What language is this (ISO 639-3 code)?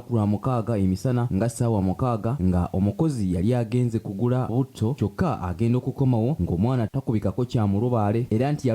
lug